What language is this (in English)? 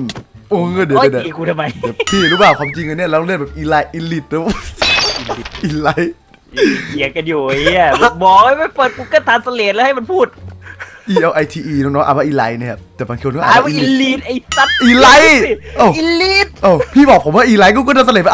Thai